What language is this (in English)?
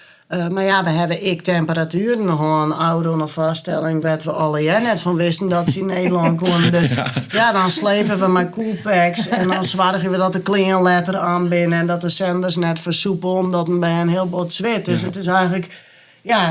Western Frisian